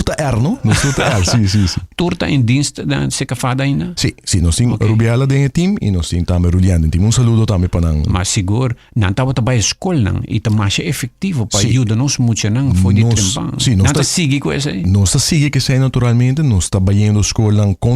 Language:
Papiamento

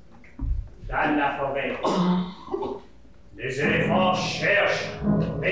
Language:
French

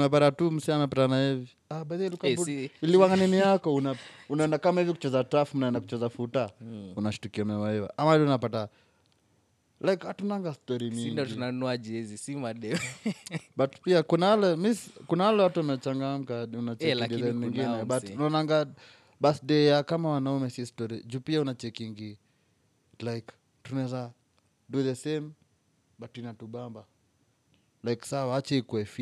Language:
Swahili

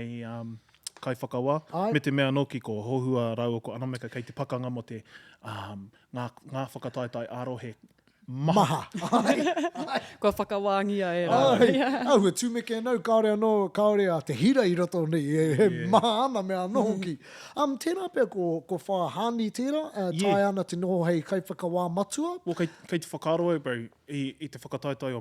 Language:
Māori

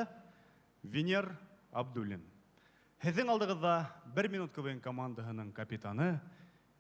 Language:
Bashkir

